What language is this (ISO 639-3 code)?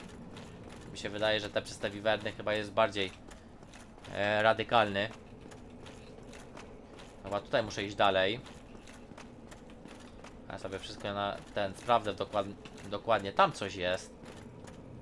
pol